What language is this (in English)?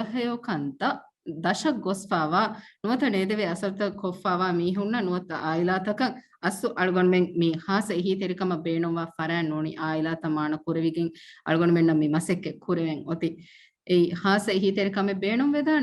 Divehi